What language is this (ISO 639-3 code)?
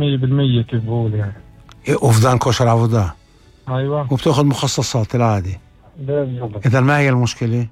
apc